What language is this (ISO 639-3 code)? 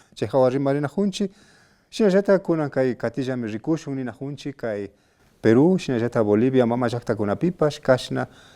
qvi